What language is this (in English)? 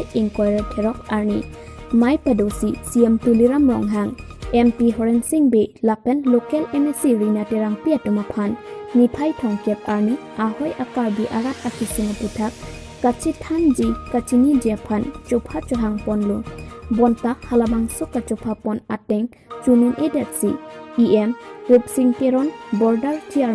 Karbi